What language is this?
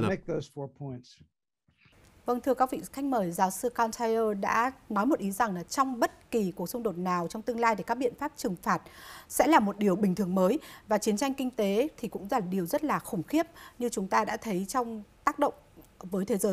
Vietnamese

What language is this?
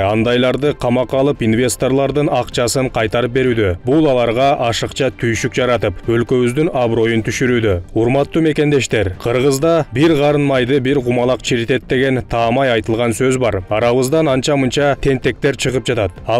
Kyrgyz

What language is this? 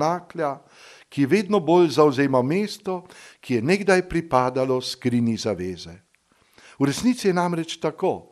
Slovenian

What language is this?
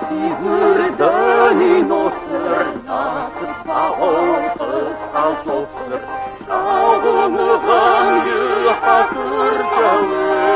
Kabardian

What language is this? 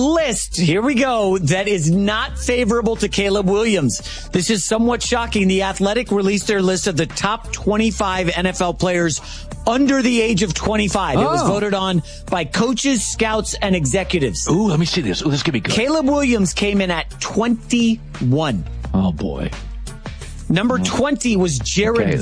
English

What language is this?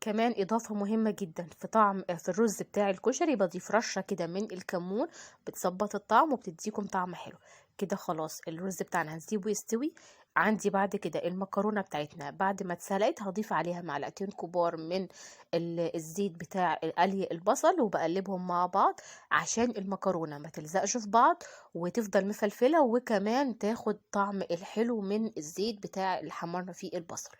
Egyptian Arabic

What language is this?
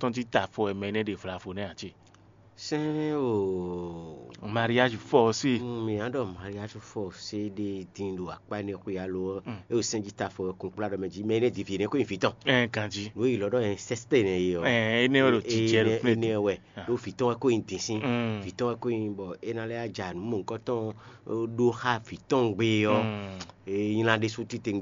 Fon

